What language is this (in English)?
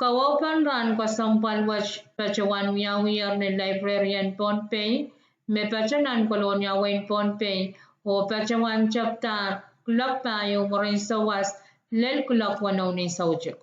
Pohnpeian